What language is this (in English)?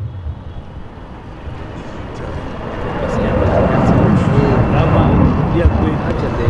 French